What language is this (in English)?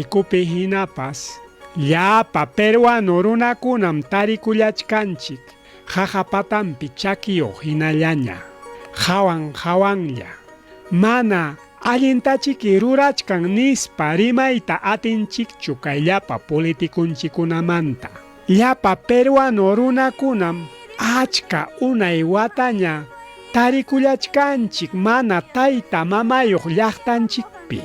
Ayacucho Quechua